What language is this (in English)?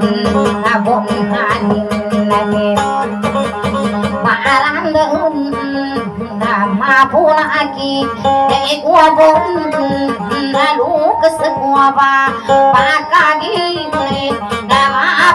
Maguindanaon